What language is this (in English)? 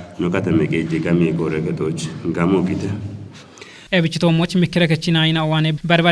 Kafa